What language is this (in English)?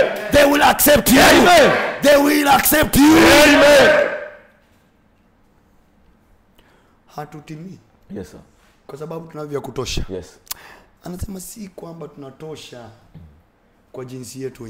Swahili